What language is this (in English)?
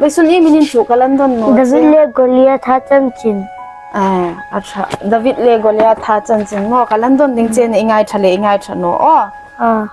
Hmar